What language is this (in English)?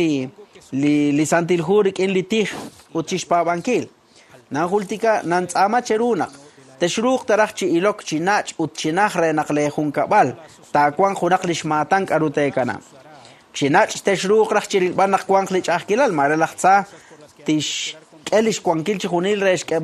Kekchí